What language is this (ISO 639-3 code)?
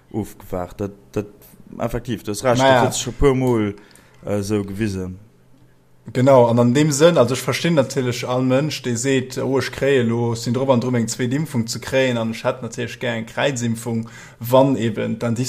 ltz